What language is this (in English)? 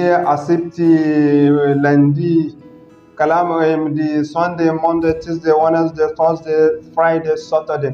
Zarma